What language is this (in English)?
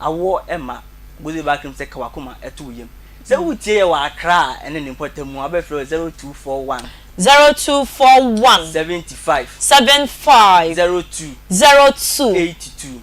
Akan